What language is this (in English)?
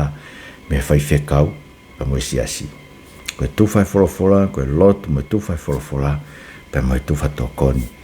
Tongan